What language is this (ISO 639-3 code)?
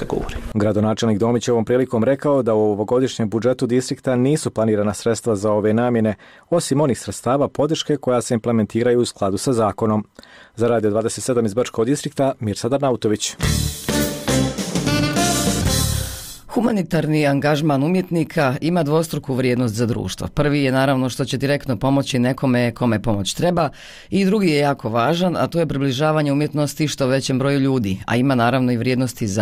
bos